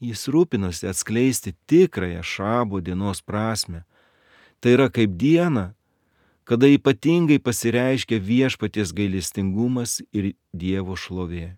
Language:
Lithuanian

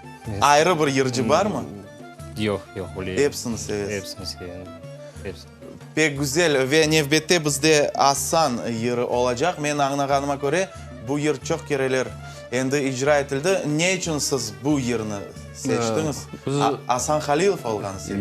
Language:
Crimean Tatar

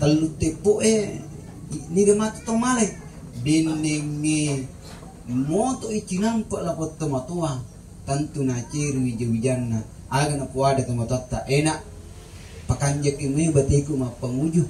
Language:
Buginese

